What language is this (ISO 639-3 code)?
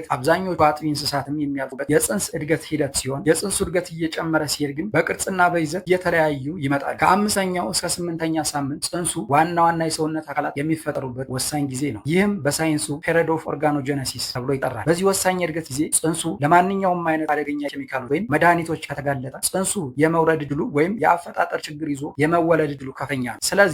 amh